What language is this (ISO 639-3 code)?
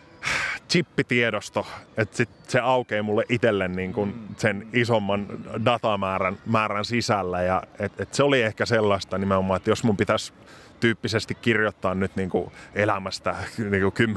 fin